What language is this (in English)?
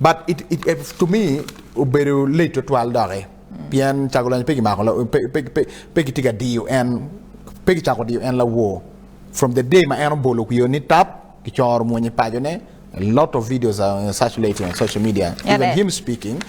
Acoli